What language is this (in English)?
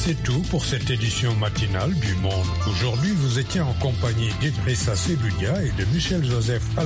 French